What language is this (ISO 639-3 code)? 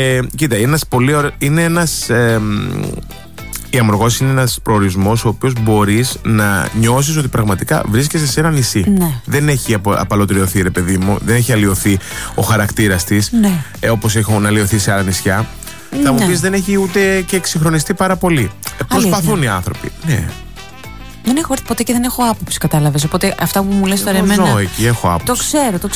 ell